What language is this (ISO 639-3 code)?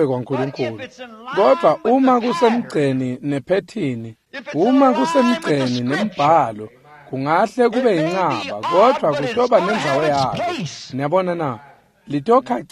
ssw